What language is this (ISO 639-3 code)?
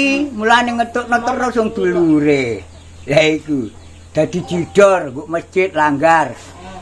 jav